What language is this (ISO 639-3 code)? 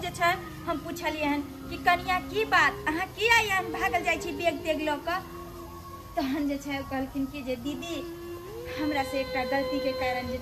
mai